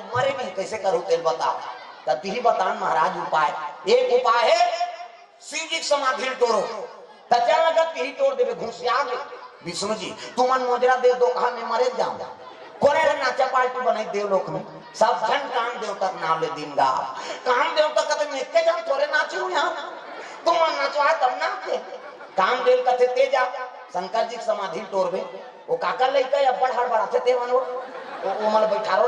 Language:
Chhattisgarhi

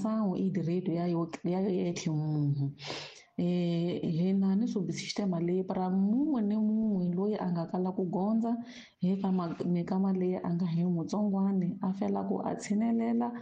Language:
Tsonga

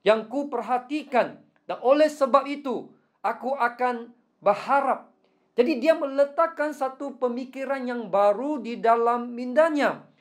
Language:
Malay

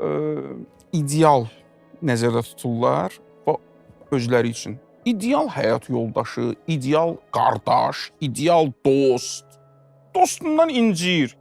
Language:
Azerbaijani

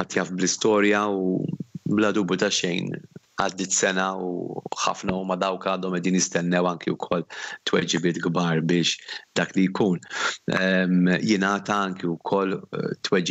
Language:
Maltese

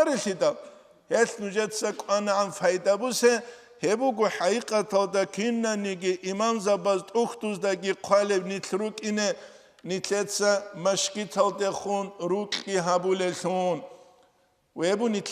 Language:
Avaric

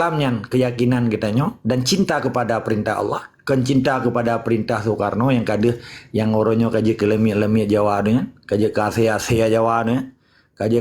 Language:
Achinese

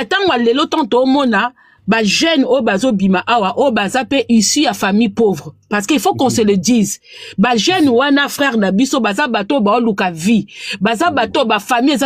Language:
Lingala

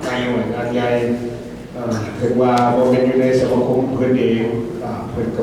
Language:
Lao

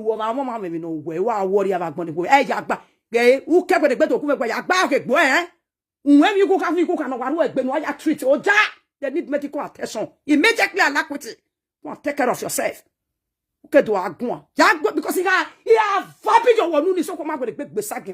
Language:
Nigerian Pidgin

